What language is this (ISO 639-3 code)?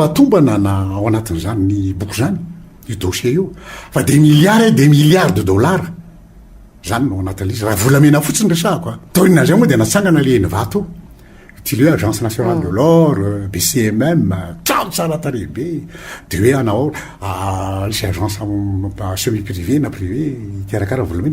mlg